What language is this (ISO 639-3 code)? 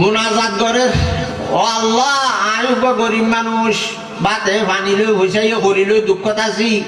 rhg